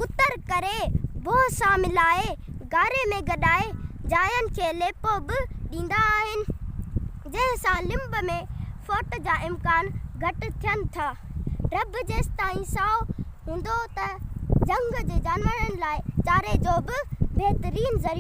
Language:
Sindhi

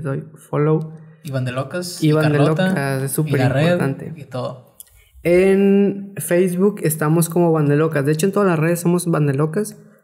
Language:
Spanish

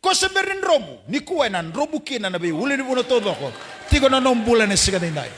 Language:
Fijian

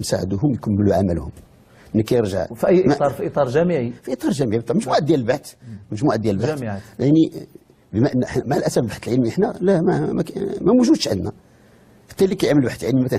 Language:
Moroccan Arabic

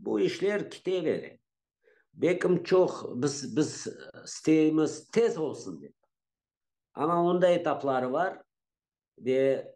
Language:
Crimean Tatar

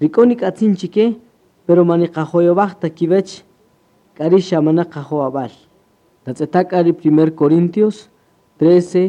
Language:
Kaqchikel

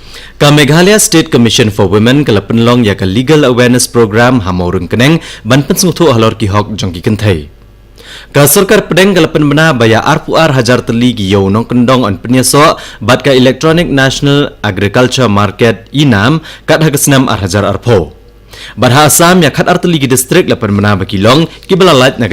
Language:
Khasi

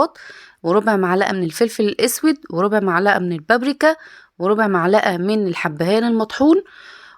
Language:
Egyptian Arabic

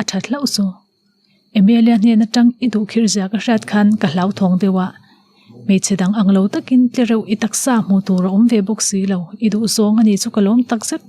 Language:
Mizo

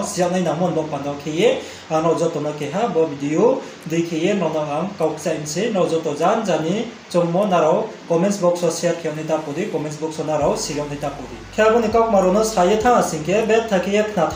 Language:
Riang (India)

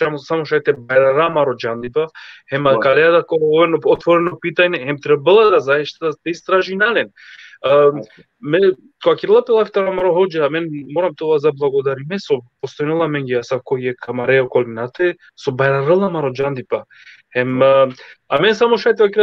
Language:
Balkan Romani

